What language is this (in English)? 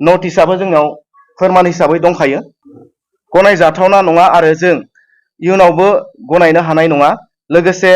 Bodo